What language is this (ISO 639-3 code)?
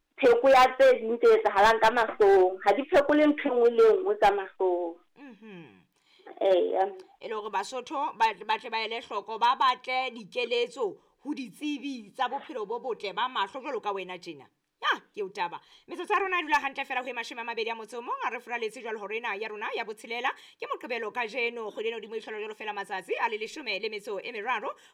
sot